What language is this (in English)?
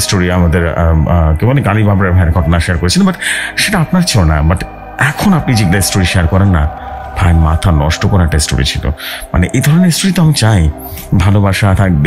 Bangla